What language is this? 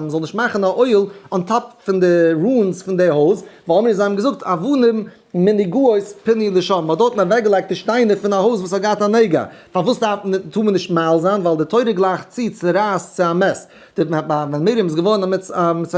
Yiddish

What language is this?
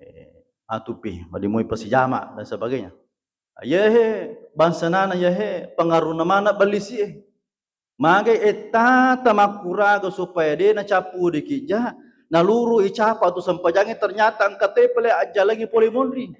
Buginese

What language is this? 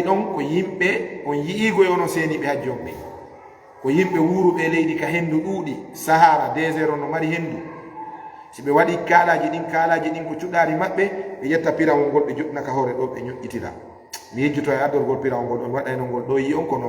Fula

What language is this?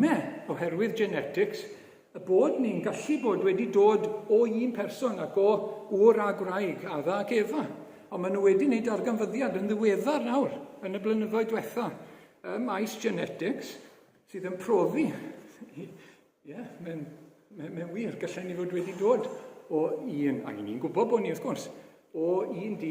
Welsh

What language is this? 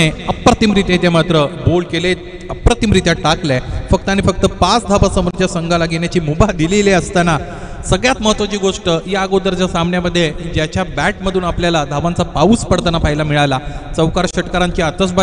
Marathi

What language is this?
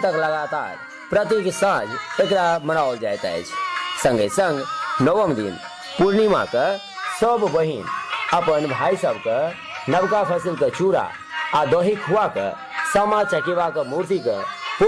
Maithili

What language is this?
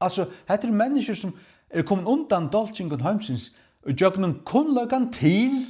Faroese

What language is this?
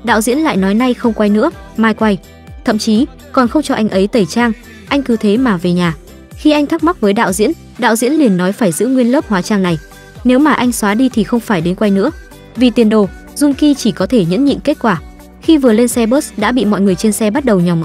Vietnamese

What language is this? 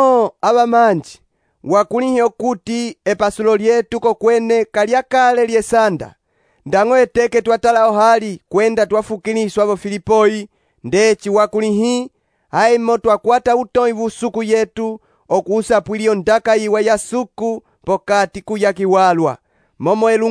Umbundu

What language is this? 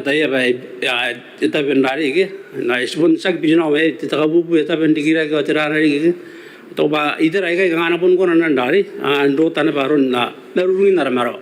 Gilbertese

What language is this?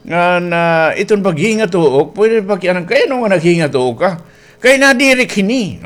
Waray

